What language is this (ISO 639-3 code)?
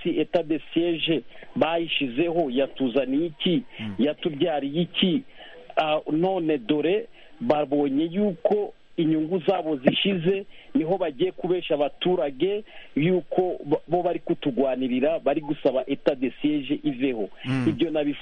kin